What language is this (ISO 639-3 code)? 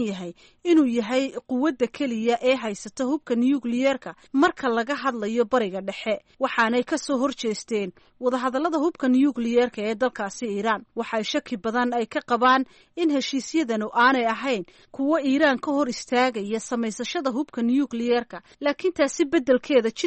som